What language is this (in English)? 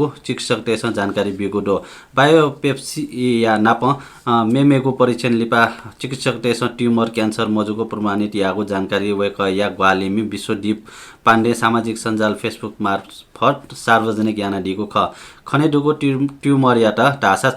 Newari